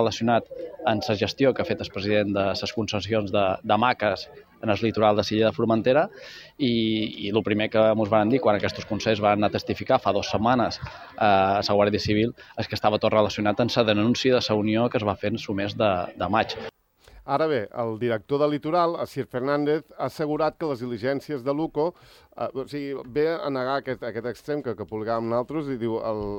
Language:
Catalan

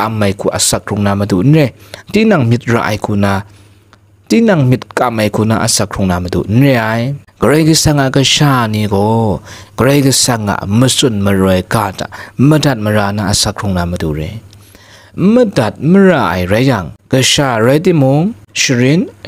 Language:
Kachin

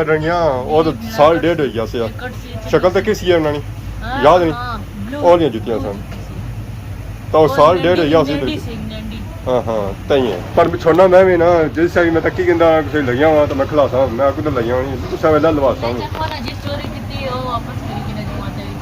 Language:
Pahari-Potwari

